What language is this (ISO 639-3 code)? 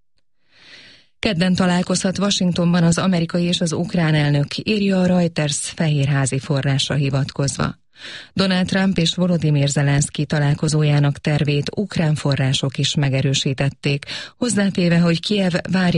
hun